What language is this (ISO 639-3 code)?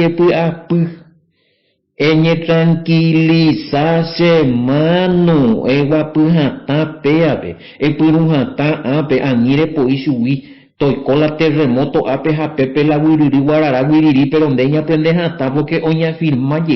grn